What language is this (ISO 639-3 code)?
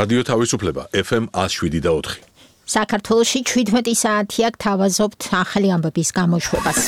kat